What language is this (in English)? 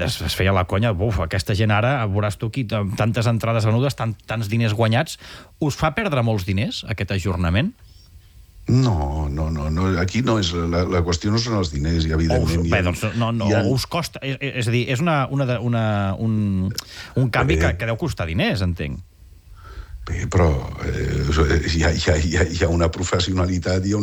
Catalan